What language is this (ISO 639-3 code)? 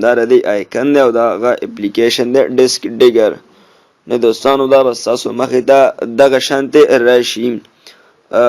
pus